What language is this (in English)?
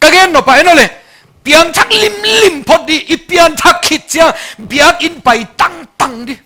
Tedim Chin